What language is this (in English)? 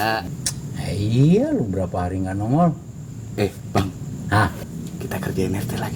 Betawi